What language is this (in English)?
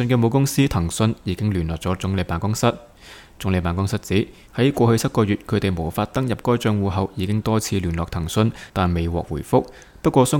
Cantonese